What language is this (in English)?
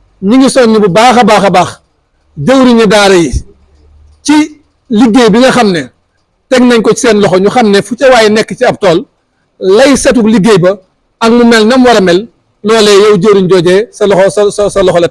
Wolof